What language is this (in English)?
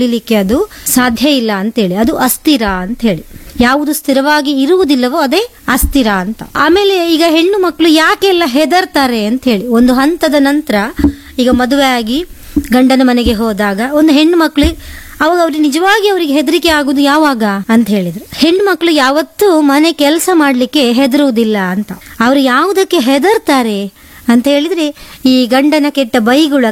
Kannada